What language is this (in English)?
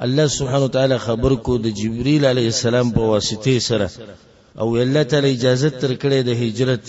Pashto